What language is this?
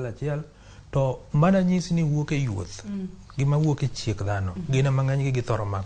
Luo (Kenya and Tanzania)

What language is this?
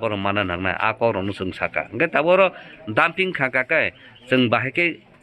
Kok Borok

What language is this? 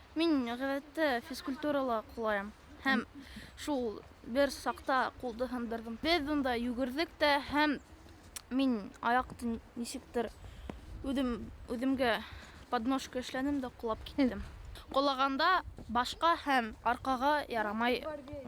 Bashkir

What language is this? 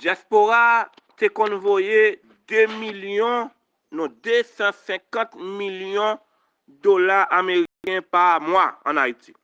Haitian Creole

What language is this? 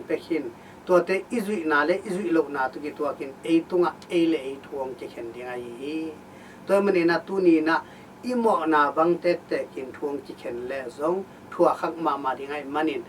Tedim Chin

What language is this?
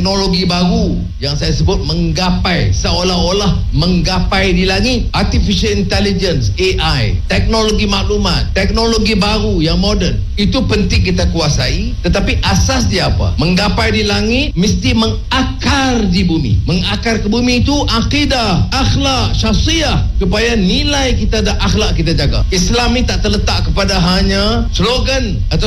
Malay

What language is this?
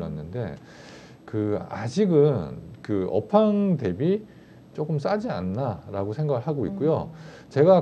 Korean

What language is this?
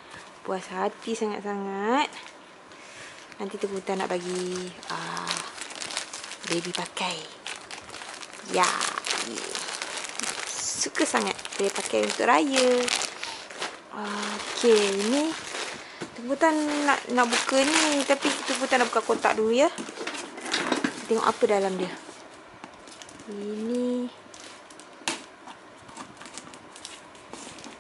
Malay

